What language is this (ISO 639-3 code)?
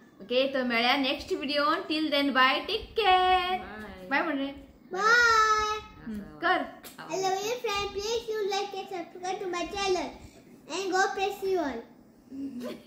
kok